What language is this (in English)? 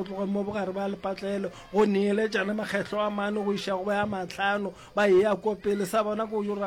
Northern Sotho